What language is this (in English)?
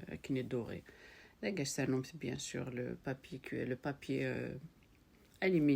Kabyle